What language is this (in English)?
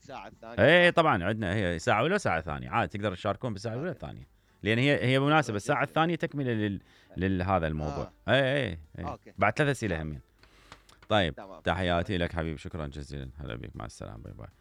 Mesopotamian Arabic